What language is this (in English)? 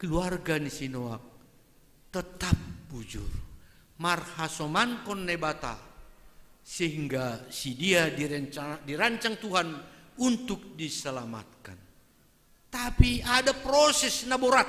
Batak Simalungun